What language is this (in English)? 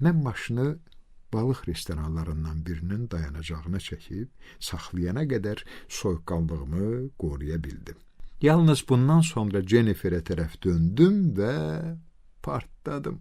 Azerbaijani